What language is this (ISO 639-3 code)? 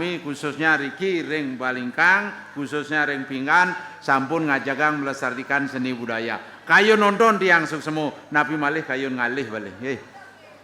ban